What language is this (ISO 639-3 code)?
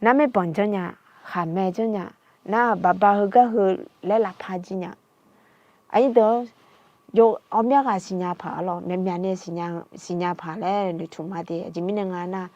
ahk